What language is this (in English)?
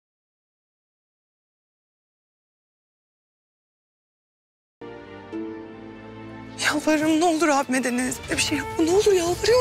Turkish